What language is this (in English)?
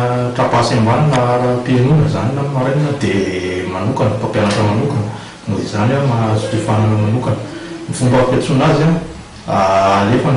Malagasy